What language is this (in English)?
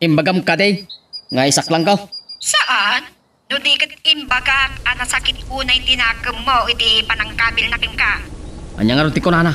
Iloko